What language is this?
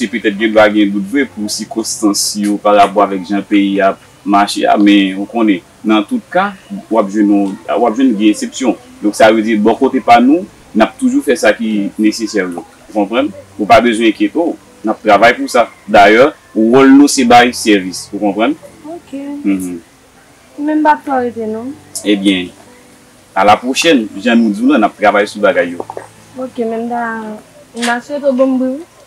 Haitian Creole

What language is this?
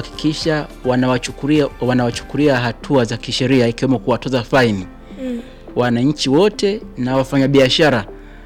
Swahili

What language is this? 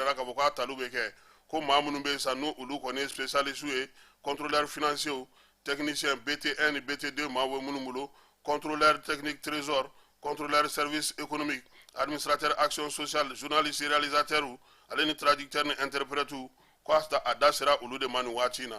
Bambara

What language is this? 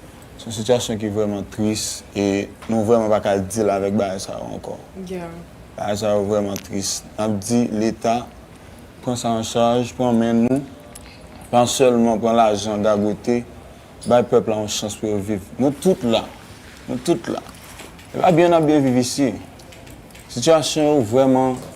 Haitian Creole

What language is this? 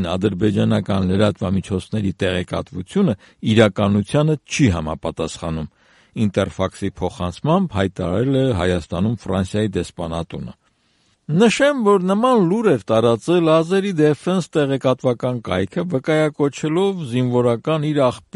Armenian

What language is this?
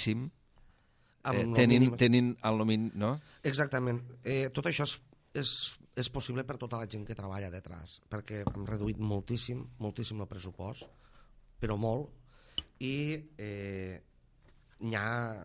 Catalan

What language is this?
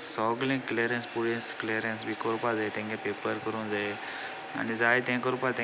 Konkani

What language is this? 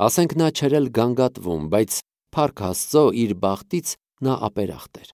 Armenian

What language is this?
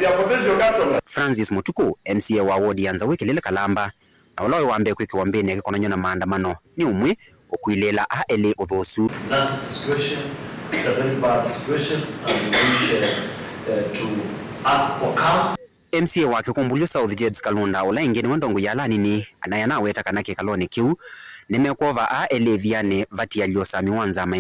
Kamba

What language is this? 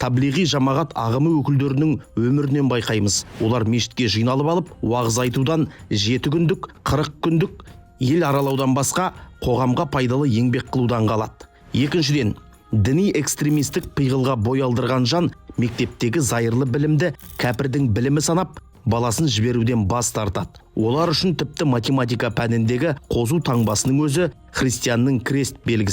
Kazakh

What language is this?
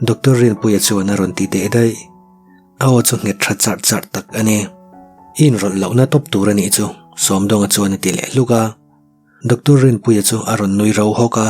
Mizo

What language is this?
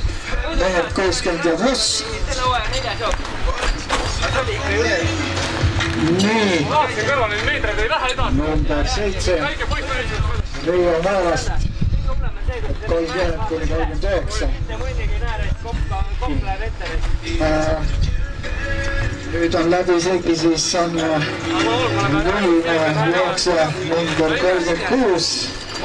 Estonian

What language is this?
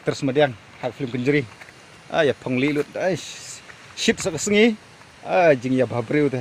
Khasi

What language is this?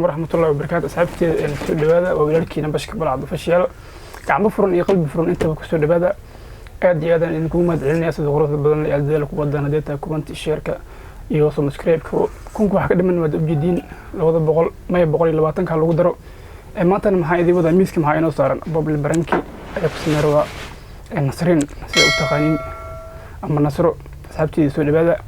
Somali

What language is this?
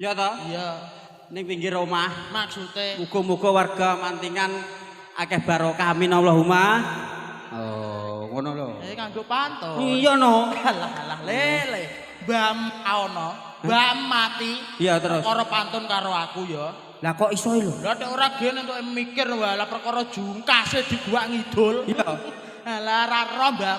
Javanese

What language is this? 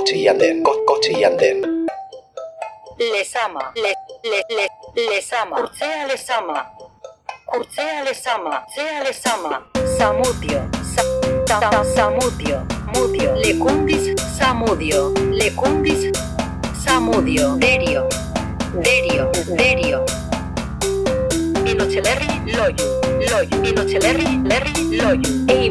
Basque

